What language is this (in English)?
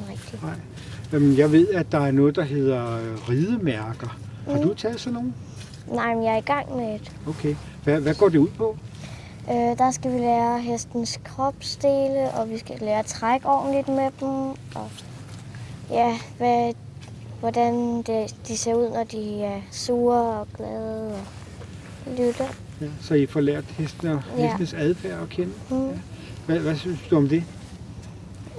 Danish